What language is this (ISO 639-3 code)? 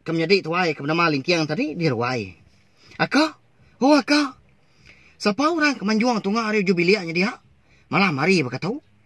iba